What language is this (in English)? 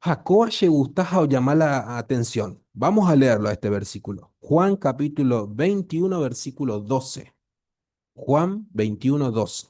Guarani